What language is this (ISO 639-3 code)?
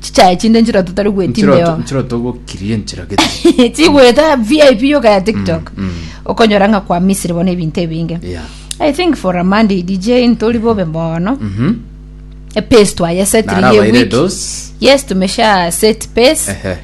guz